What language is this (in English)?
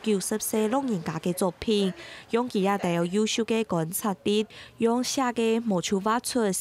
Hakka Chinese